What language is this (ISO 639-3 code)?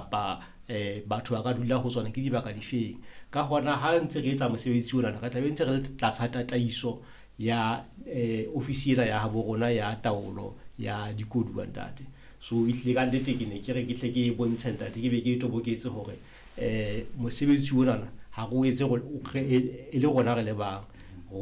sot